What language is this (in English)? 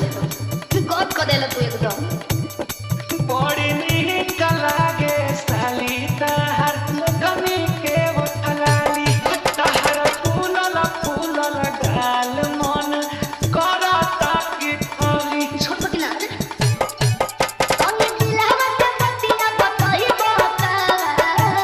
Bhojpuri